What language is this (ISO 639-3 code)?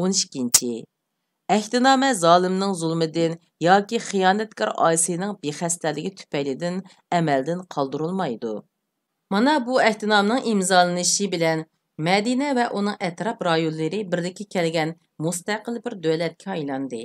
uig